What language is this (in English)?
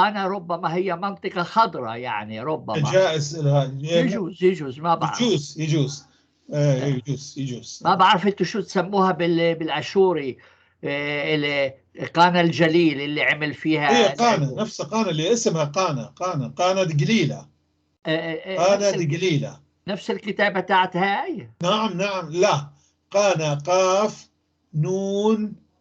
North Levantine Arabic